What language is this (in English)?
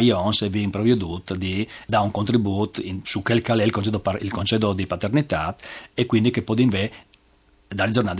Friulian